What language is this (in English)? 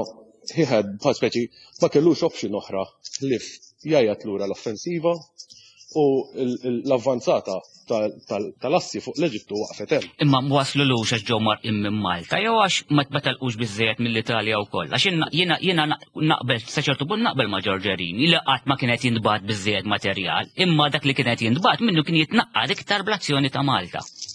Maltese